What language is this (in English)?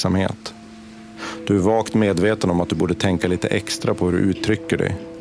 Swedish